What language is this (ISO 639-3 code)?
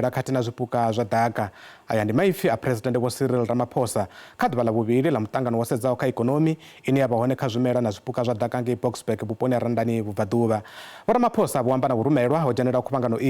ven